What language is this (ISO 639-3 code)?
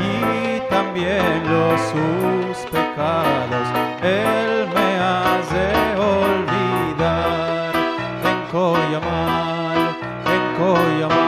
lad